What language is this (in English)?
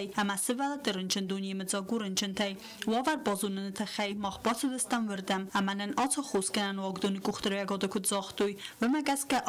Ossetic